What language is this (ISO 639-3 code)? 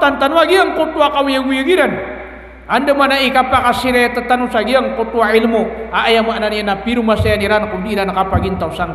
mrw